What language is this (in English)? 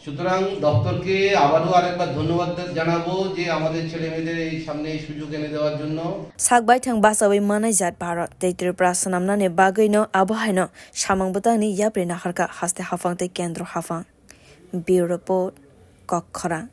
Kok Borok